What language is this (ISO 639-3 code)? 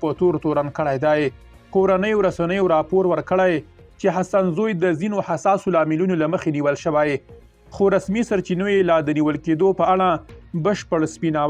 pus